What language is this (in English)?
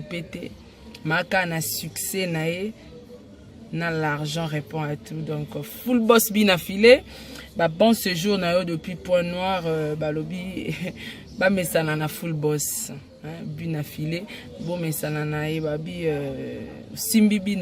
Lingala